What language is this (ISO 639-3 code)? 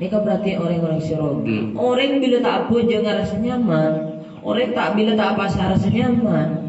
mad